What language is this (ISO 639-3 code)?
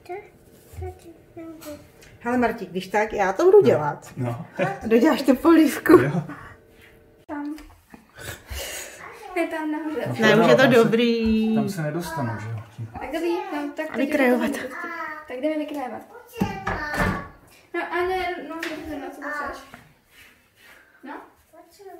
ces